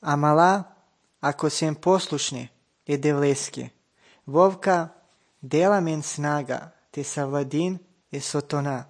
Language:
Macedonian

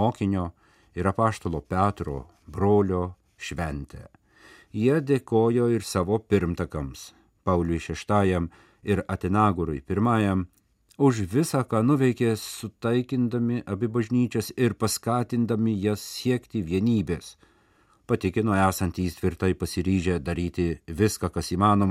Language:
Lithuanian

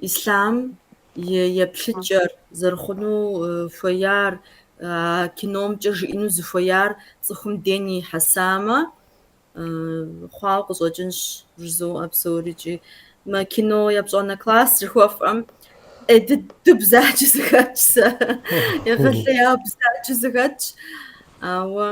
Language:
Kabardian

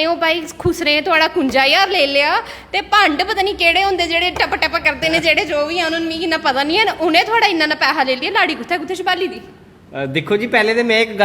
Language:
Dogri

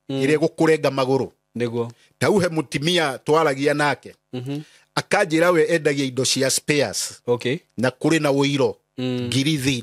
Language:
Kikuyu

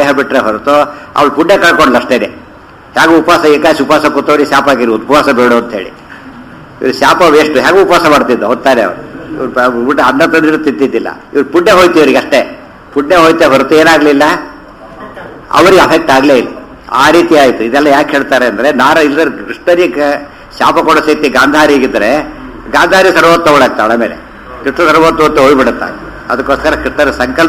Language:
Kannada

